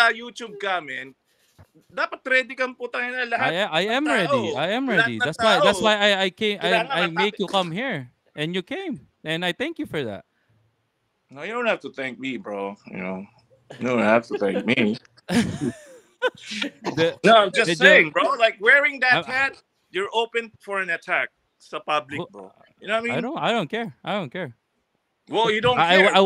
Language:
Filipino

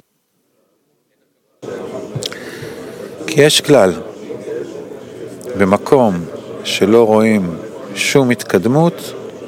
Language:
Hebrew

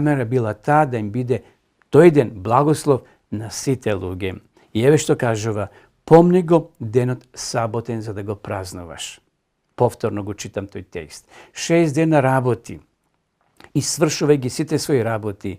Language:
Macedonian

